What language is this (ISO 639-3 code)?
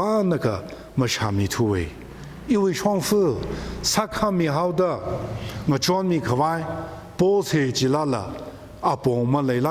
nmf